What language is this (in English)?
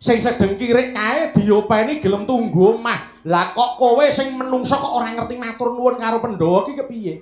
Javanese